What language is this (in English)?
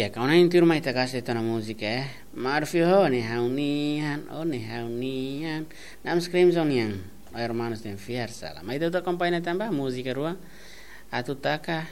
Tetum